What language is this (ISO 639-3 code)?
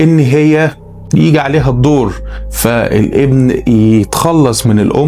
arz